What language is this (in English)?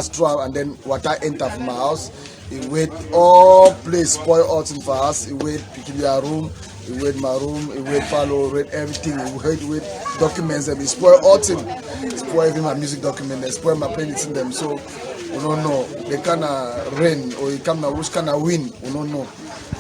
Cameroon Pidgin